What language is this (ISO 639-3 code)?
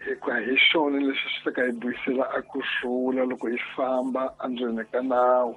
tso